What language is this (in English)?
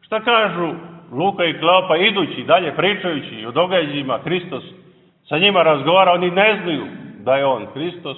Serbian